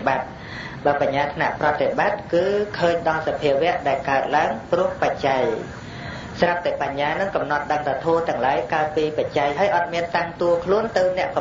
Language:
Khmer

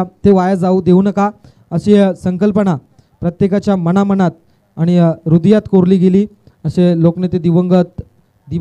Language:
Marathi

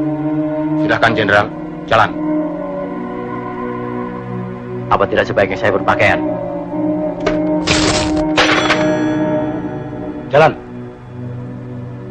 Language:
Indonesian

